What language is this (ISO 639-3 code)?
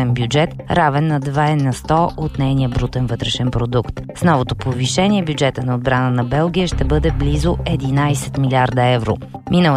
bul